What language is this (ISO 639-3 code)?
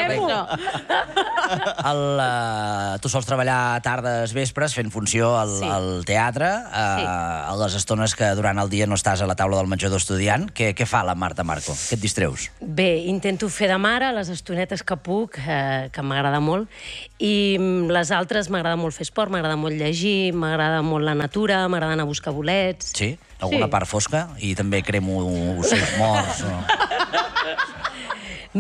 cat